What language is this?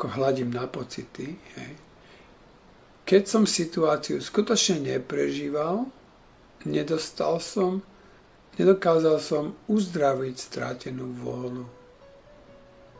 Slovak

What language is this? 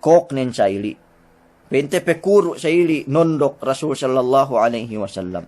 Yakan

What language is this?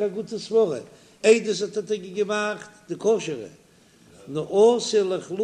Yiddish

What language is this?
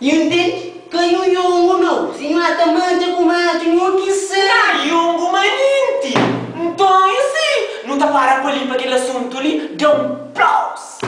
Kabuverdianu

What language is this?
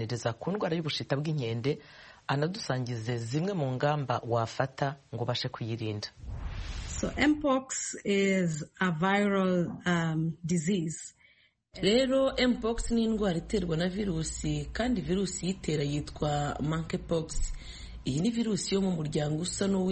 Kinyarwanda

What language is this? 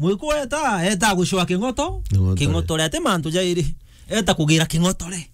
Meru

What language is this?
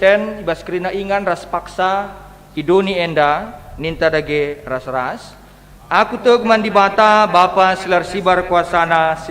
Batak Karo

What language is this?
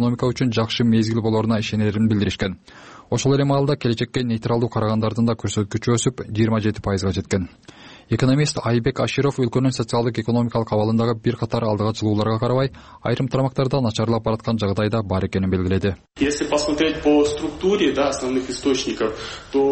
Kyrgyz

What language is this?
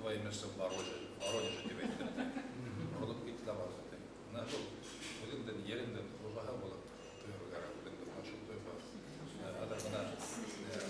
Bashkir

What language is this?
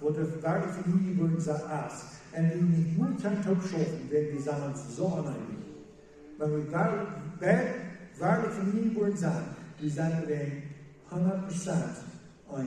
Plautdietsch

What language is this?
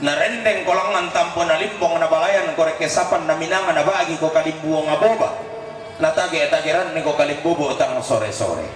Toraja-Sa'dan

